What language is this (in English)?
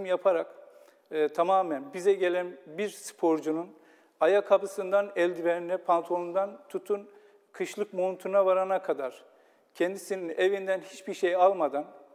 Turkish